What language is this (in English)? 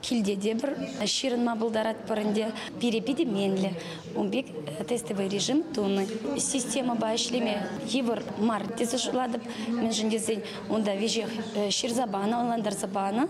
Chuvash